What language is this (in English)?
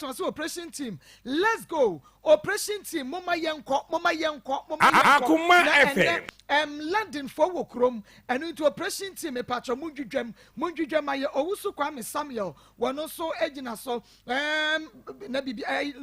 Akan